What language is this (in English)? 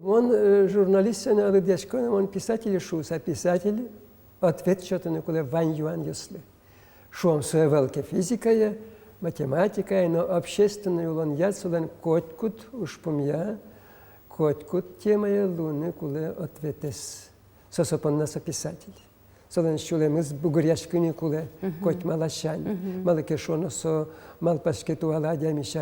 Udmurt